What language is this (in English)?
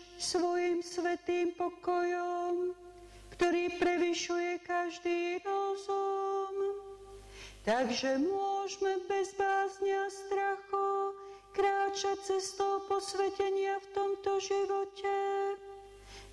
Slovak